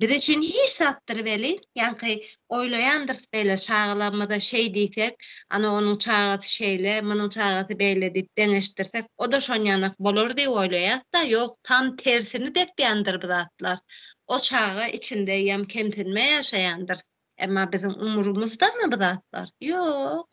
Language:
Turkmen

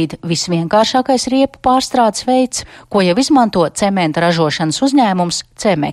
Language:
Latvian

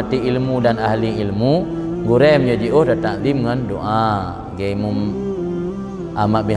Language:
Achinese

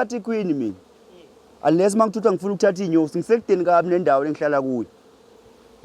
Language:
Zulu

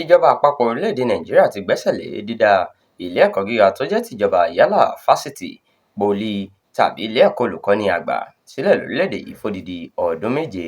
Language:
Yoruba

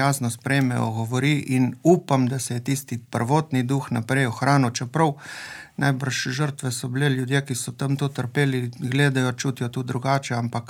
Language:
Slovenian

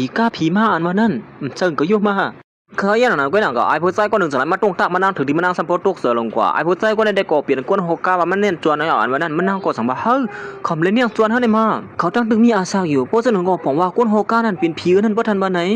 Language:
Shan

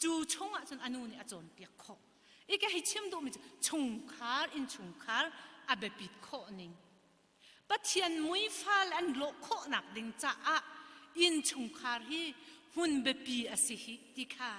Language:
Hakha Chin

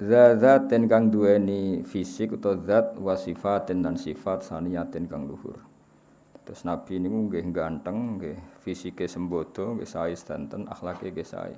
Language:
Javanese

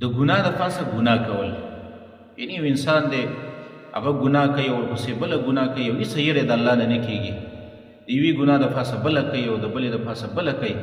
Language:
Pashto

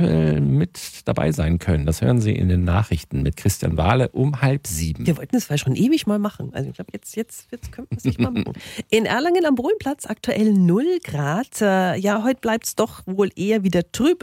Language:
German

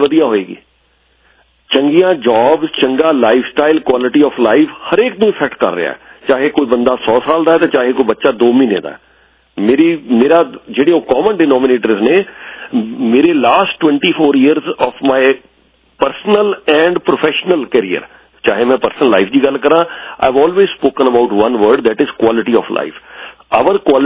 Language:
Punjabi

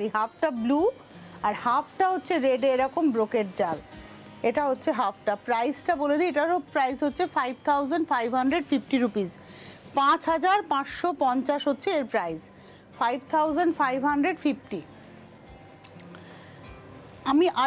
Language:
Bangla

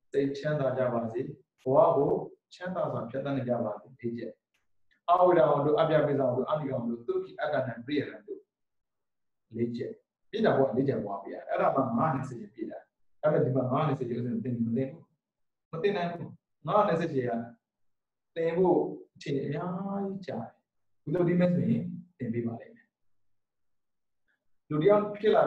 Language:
Burmese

